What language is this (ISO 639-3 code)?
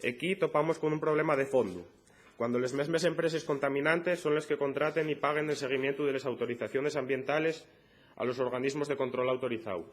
ast